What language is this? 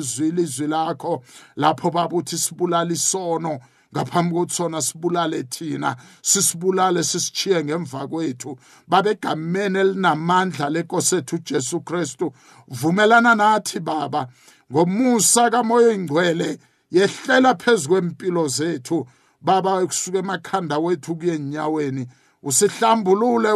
South Ndebele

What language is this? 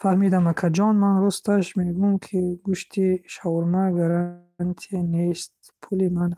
Tajik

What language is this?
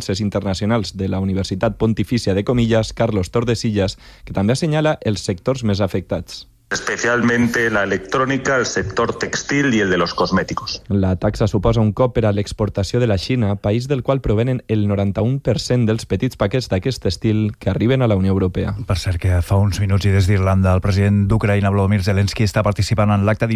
Catalan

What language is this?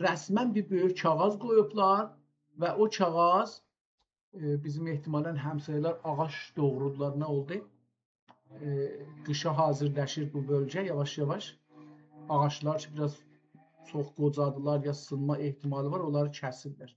South Azerbaijani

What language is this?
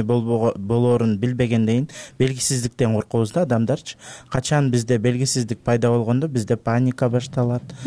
Kyrgyz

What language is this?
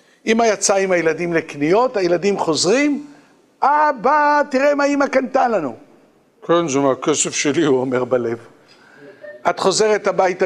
Hebrew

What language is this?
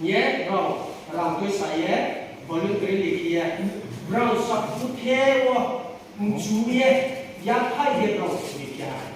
Riang (India)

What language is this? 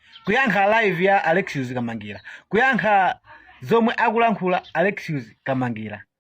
Nyanja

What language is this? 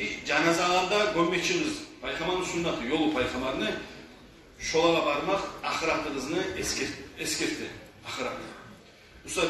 Kumyk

